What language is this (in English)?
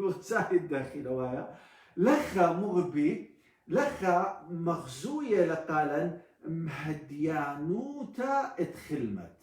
Assyrian Neo-Aramaic